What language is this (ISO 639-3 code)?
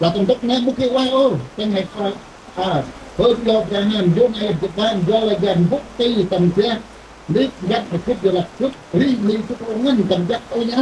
cmo